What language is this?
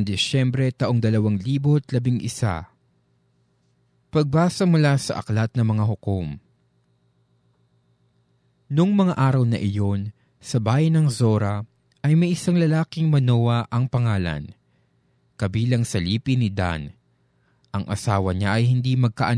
Filipino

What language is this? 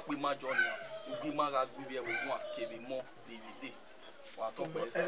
Bini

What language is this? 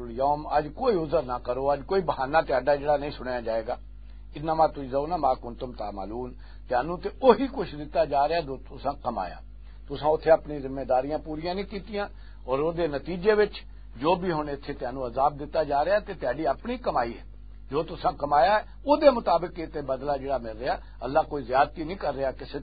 Western Panjabi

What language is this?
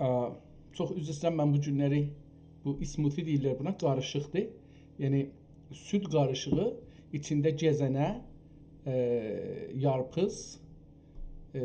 South Azerbaijani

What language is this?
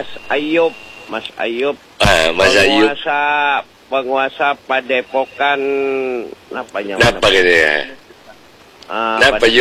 Madurese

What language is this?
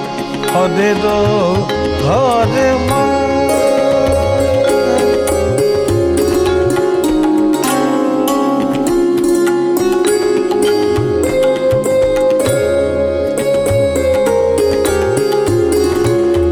Bangla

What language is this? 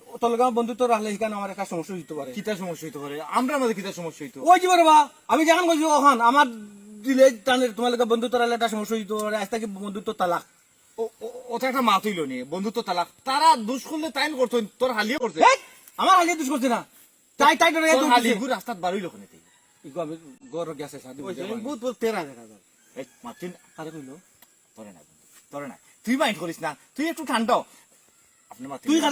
Sylheti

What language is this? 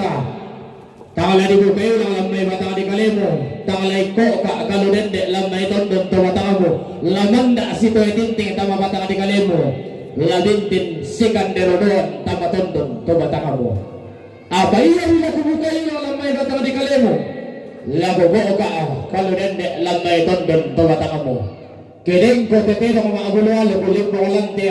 Toraja-Sa'dan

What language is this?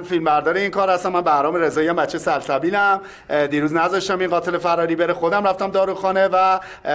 Persian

